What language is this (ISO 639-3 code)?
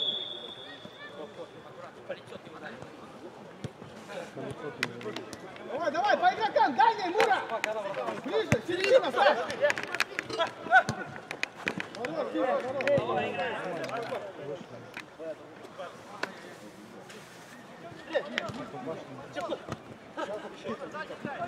rus